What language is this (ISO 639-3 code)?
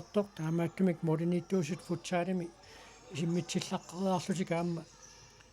kal